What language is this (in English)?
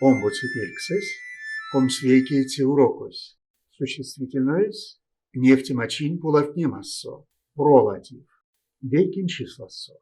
Erzya